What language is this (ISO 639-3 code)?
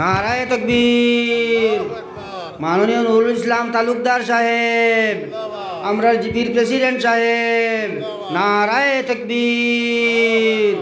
syl